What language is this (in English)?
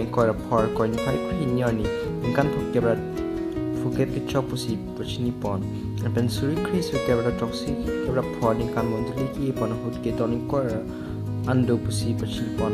Karbi